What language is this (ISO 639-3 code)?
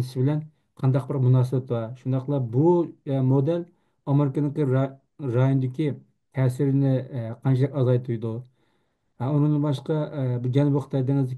uig